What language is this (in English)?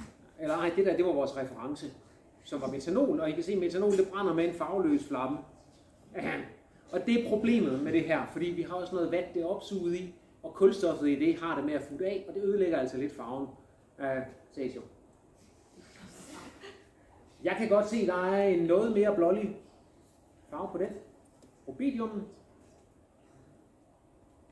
Danish